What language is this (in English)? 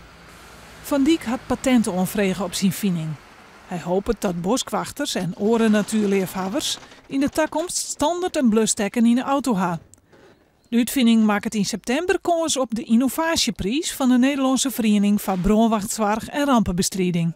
Western Frisian